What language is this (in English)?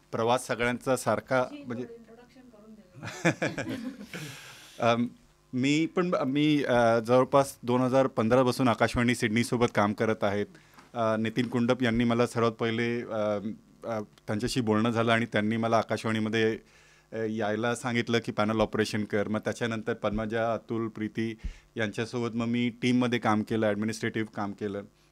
Marathi